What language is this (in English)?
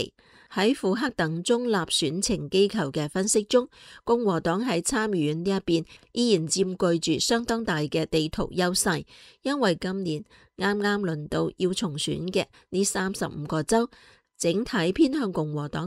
Cantonese